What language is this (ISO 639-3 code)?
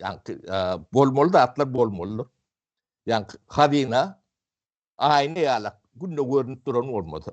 tuk